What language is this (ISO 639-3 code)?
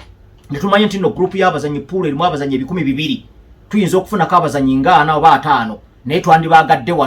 lug